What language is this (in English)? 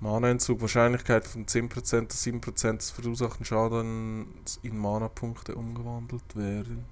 Swiss German